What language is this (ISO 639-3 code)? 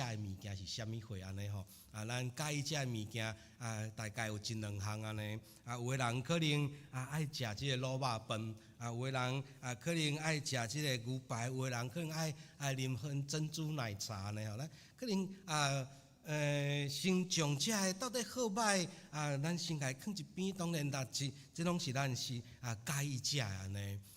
nan